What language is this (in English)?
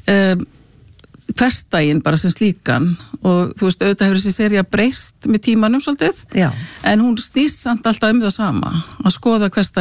Icelandic